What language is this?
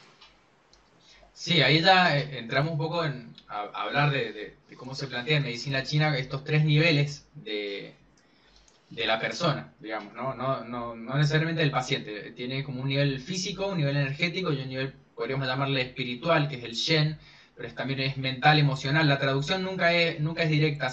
Spanish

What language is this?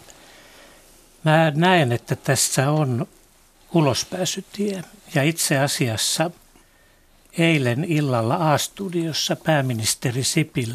Finnish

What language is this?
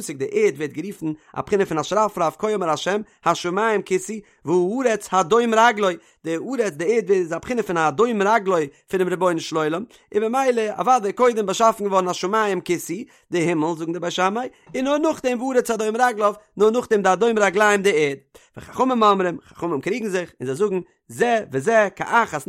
Yiddish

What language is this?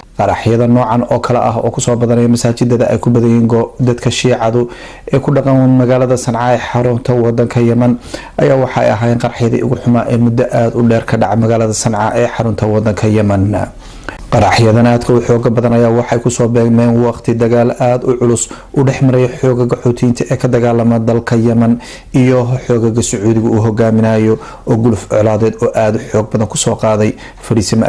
Somali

